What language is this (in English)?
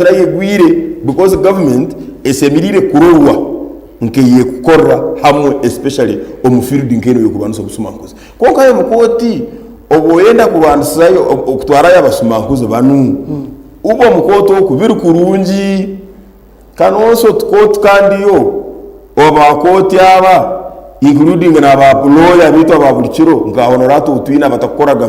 Nyankole